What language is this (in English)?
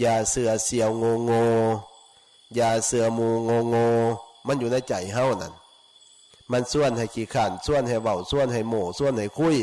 Northeastern Thai